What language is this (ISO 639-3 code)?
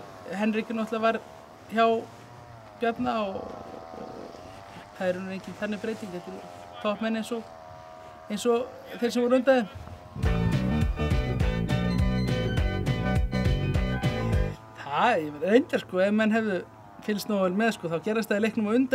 isl